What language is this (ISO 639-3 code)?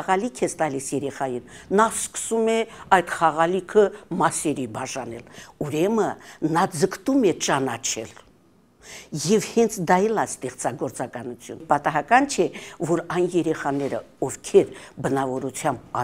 hye